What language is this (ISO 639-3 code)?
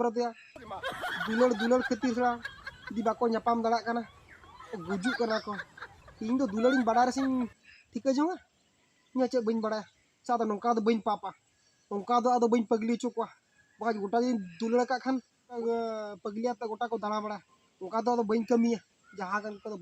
sat